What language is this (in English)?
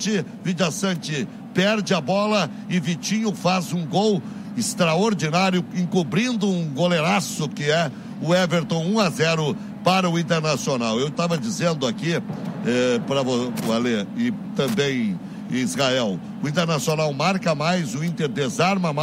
Portuguese